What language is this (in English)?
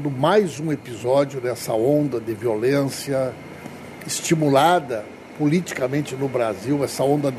Portuguese